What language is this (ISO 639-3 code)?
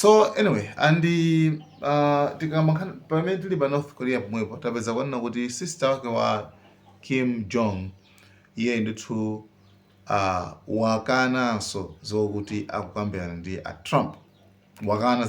nya